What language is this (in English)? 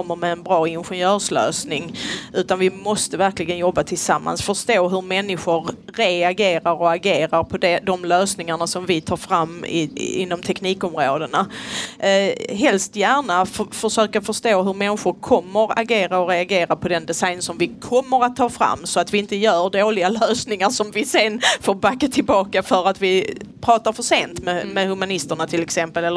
Swedish